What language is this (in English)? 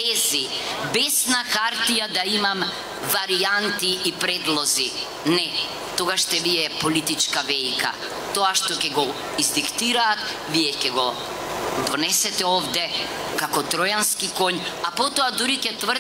Macedonian